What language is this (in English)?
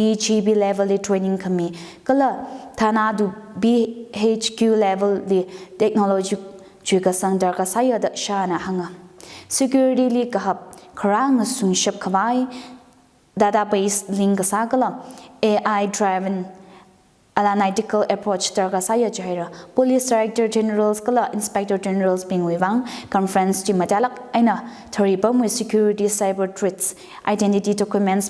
Tangkhul Naga (India)